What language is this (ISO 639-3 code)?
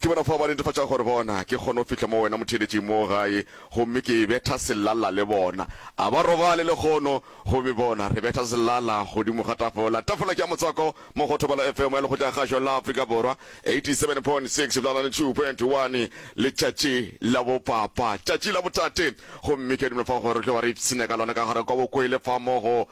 nso